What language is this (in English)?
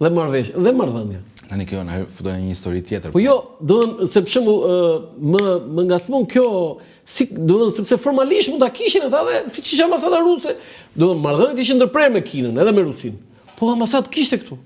Albanian